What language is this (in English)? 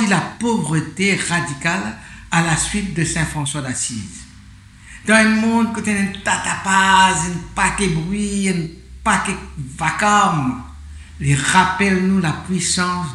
Morisyen